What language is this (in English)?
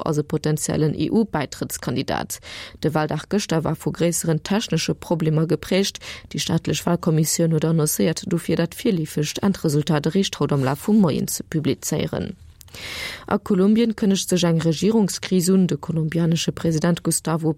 Luxembourgish